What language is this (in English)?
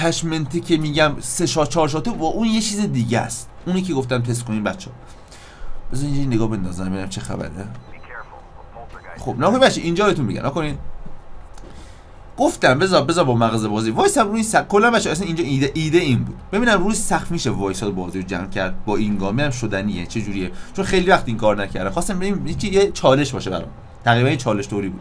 Persian